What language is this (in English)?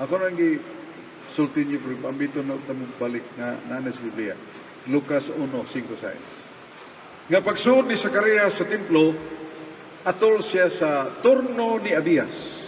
Cebuano